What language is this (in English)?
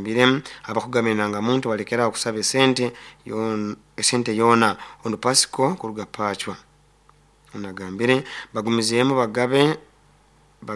Nyoro